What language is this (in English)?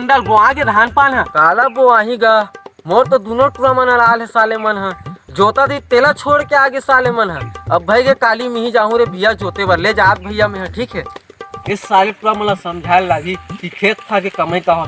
Chhattisgarhi